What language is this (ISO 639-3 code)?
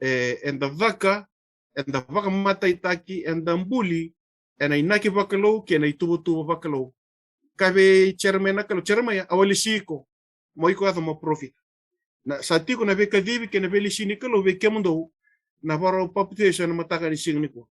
fij